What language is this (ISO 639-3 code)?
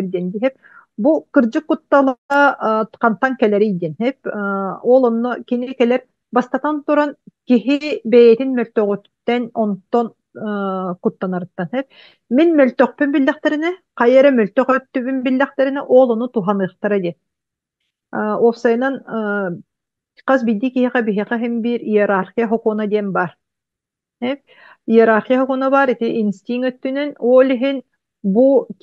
sah